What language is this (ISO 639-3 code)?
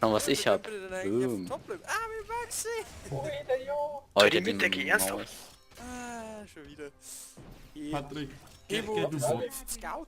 bar